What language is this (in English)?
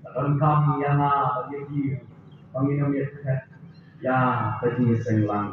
Khasi